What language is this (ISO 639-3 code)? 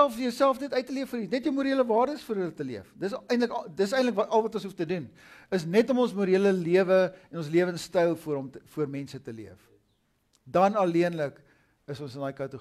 afr